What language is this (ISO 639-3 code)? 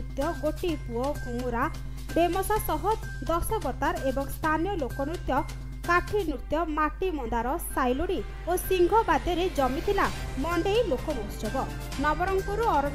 ori